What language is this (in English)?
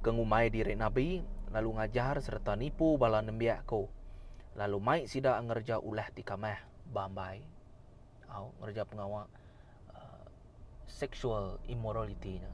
Iban